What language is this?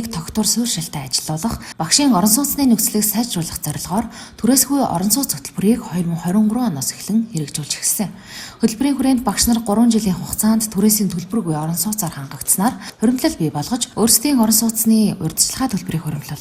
Mongolian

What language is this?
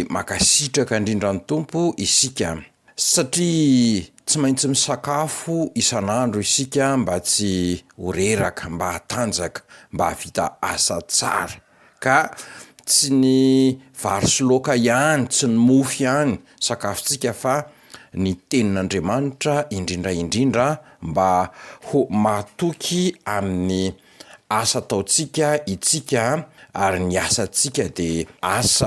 Malagasy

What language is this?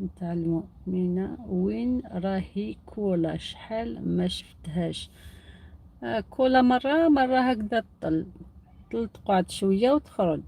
Algerian Arabic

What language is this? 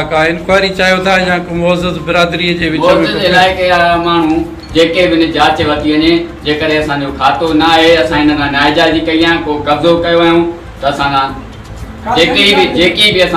Sindhi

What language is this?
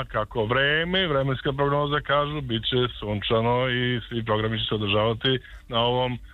Serbian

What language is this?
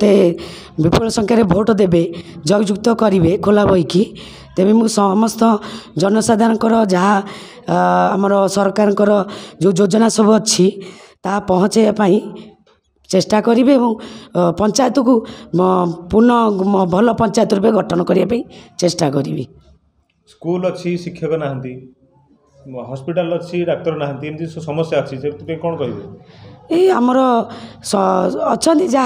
Odia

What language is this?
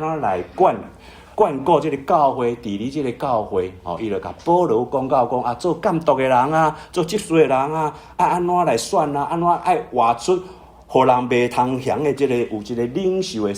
Min Nan Chinese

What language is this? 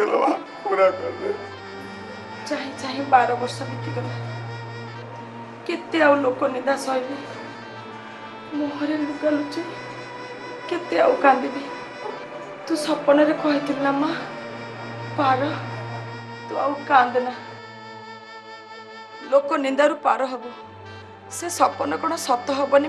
Odia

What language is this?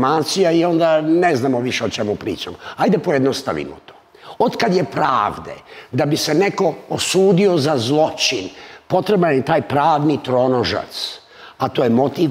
Serbian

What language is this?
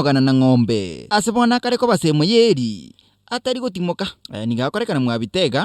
Gusii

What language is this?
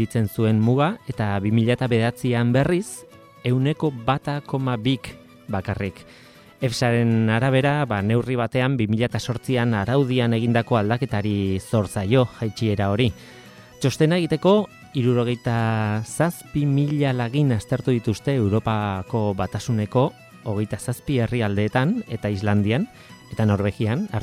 Basque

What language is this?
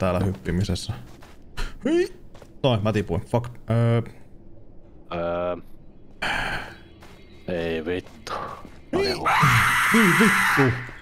Finnish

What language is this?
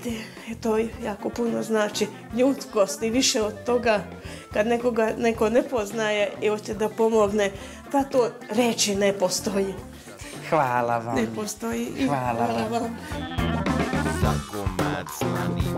Serbian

